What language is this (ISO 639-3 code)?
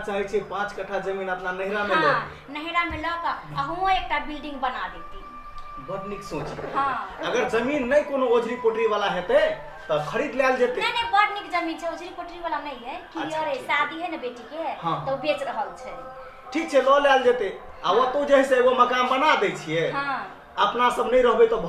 mai